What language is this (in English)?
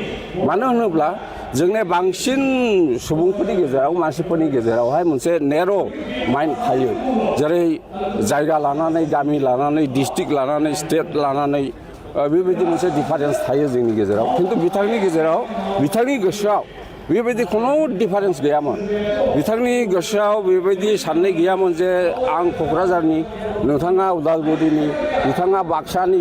Bodo